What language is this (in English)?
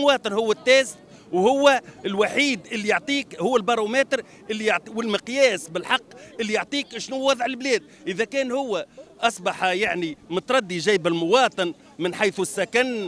Tunisian Arabic